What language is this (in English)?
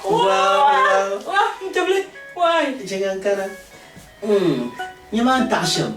Dagbani